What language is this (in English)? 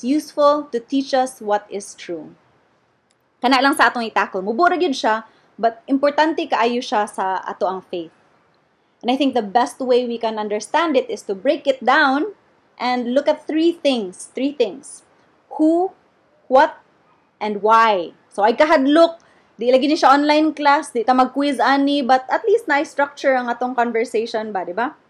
Cebuano